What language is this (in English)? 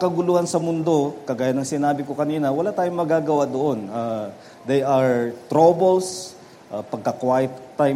Filipino